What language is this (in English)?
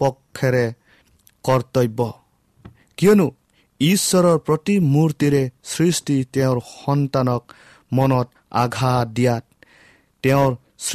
Assamese